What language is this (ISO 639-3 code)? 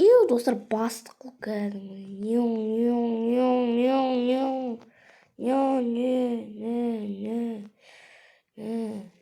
kaz